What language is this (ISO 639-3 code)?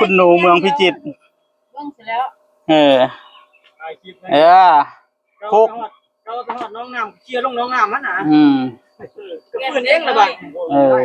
tts